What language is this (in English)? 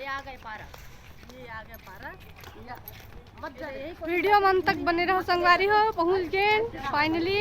Chhattisgarhi